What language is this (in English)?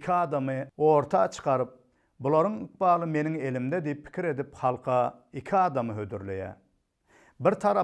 Turkmen